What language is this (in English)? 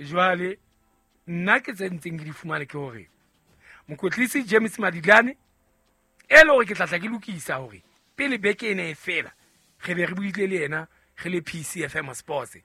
Southern Sotho